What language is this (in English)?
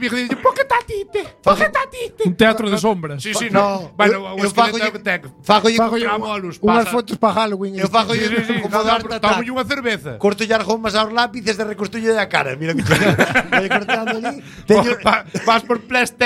Galician